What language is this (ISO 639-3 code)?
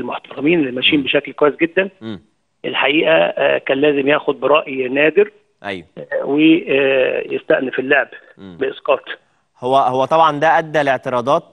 arz